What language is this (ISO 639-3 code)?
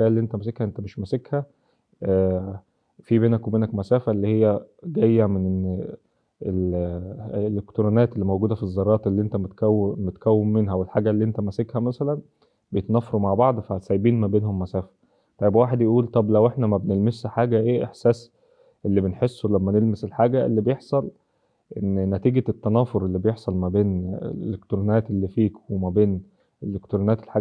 arz